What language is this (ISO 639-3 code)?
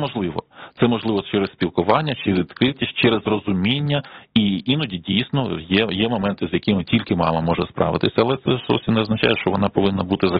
ukr